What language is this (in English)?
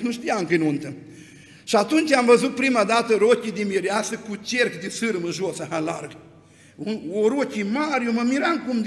Romanian